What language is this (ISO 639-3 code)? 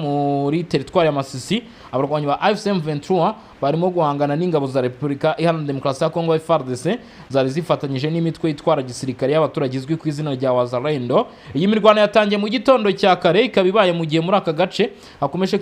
kin